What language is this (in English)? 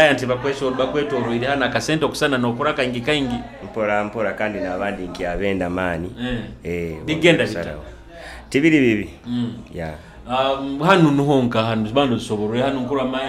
Nyoro